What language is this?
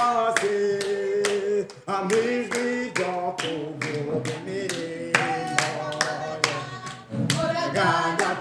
Kinyarwanda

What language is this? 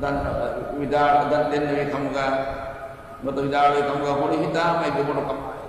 Divehi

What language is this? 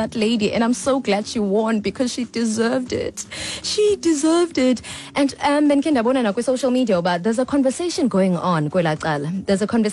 Xhosa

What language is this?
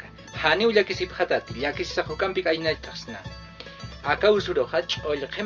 Aymara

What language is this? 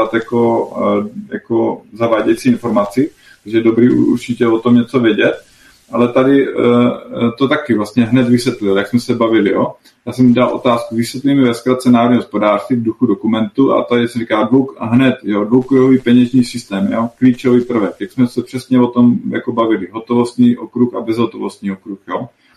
Czech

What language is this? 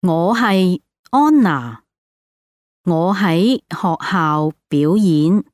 Cantonese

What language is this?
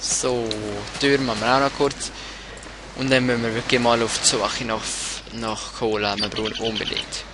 Swiss German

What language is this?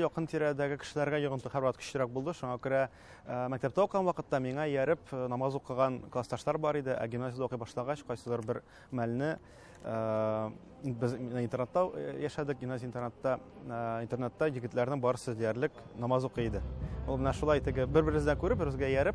Tatar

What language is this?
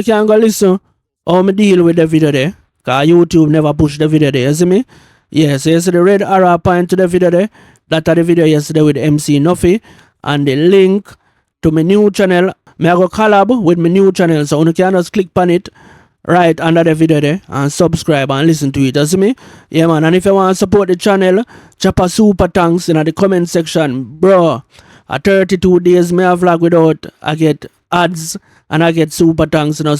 Jamaican Creole English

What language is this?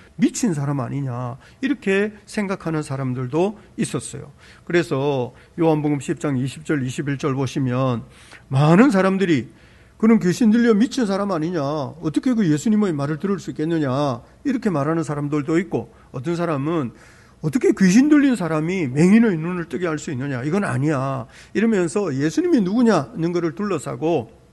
Korean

